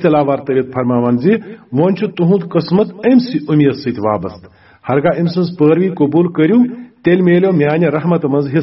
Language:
Kashmiri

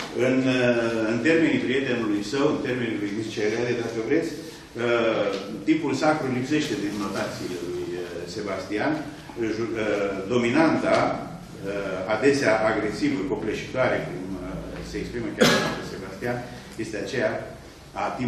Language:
Romanian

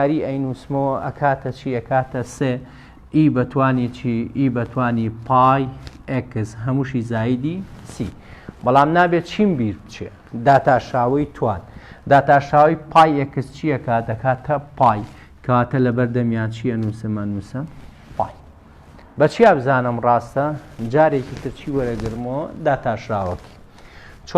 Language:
Central Kurdish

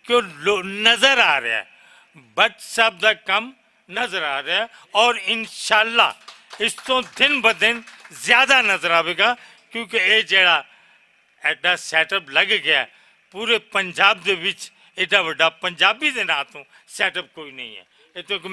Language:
Western Panjabi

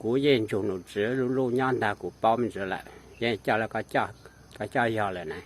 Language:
Hmong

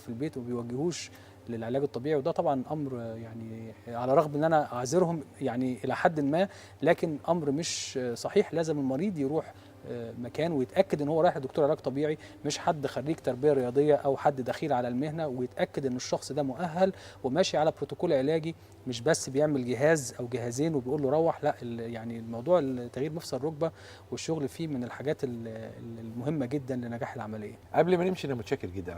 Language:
Egyptian Arabic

